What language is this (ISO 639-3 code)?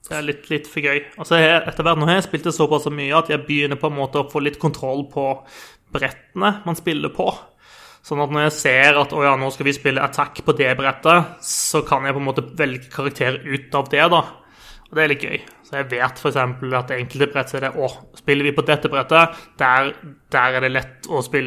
nor